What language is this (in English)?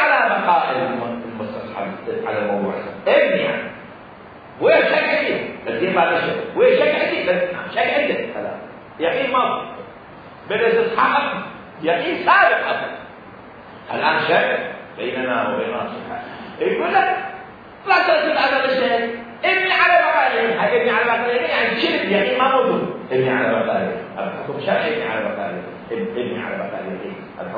Mesopotamian Arabic